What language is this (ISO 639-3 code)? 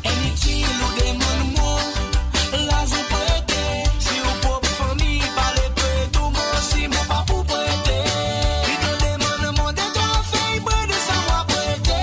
mfe